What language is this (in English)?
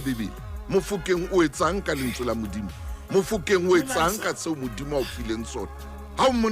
Southern Sotho